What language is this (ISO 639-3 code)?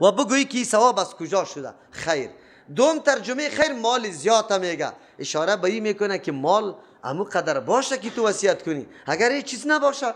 fas